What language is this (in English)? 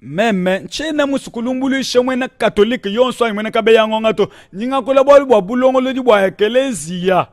Luba-Lulua